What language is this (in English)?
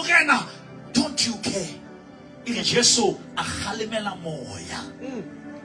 Southern Sotho